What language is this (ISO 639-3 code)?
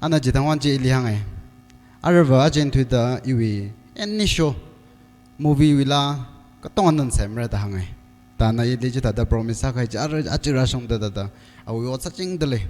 nmf